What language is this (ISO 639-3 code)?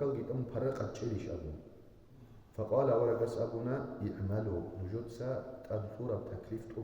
ava